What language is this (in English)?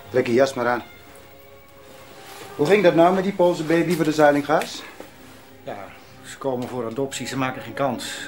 Dutch